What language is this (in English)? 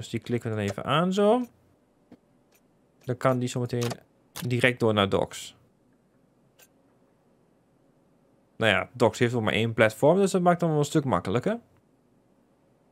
Dutch